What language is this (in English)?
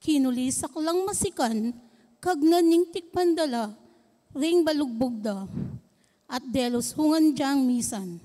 Pampanga